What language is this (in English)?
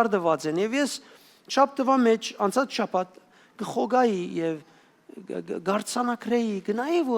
Western Armenian